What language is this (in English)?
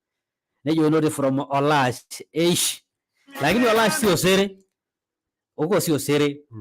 Masai